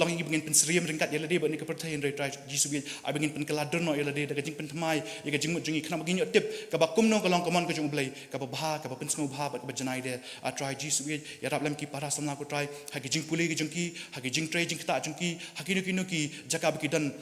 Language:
Khasi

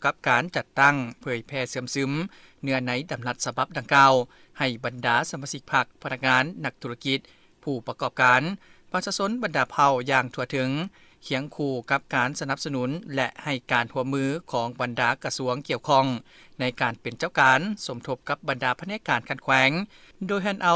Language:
Lao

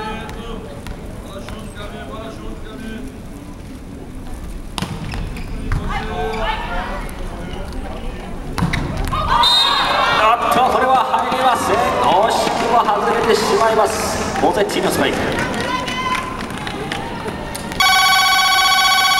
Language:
Japanese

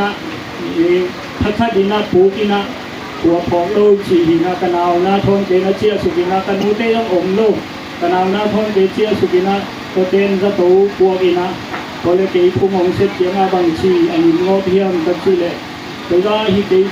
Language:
Tedim Chin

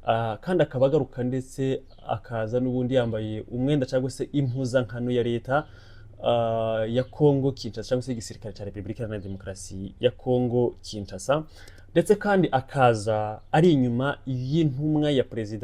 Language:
Kinyarwanda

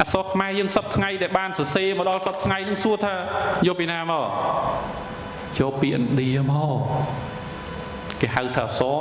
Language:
Khmer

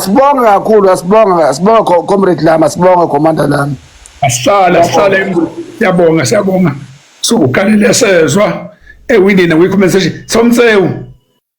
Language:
Zulu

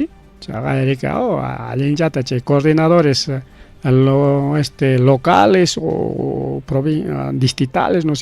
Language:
Ayacucho Quechua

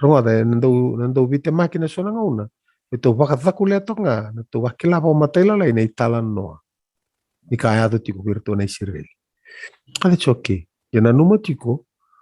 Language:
Fijian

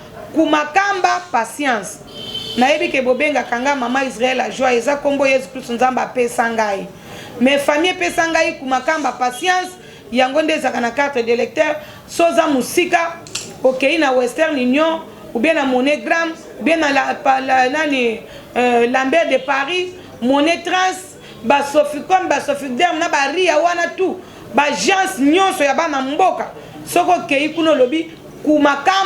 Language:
Lingala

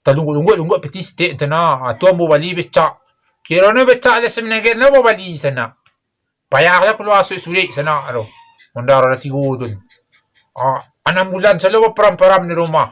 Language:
Minangkabau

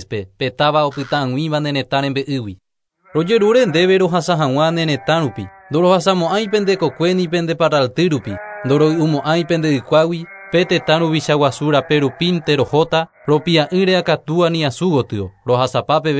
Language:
Guarani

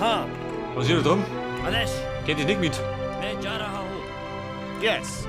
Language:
Bavarian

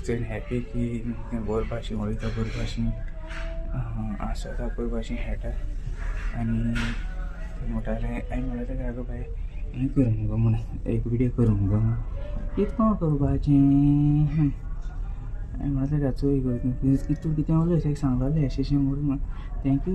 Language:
Konkani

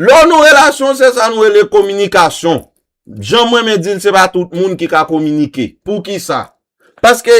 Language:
Haitian Creole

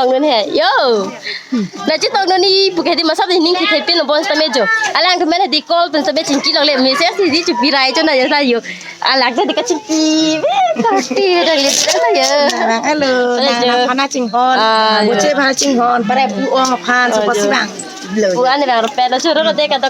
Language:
Karbi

